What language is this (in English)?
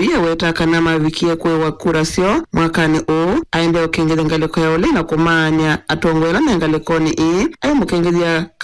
Kamba